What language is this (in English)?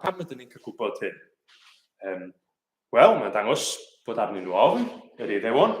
Welsh